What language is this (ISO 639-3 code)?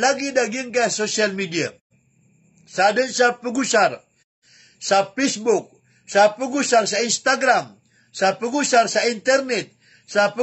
mrw